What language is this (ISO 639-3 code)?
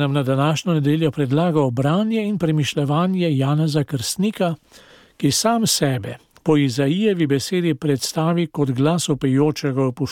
slv